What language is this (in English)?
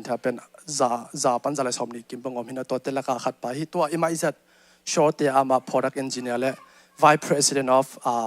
Tedim Chin